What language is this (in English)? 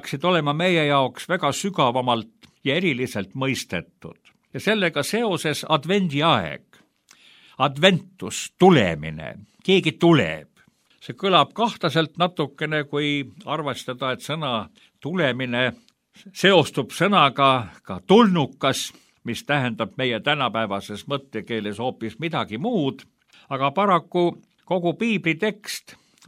Estonian